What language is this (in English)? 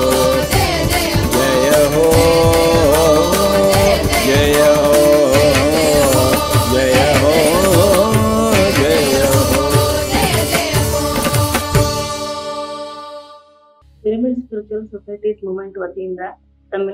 Kannada